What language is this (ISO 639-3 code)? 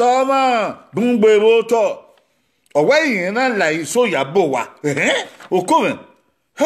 bin